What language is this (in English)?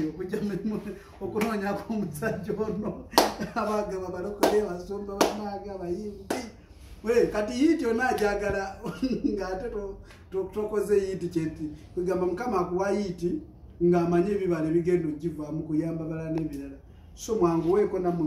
Ganda